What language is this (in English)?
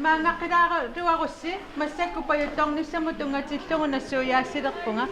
Kalaallisut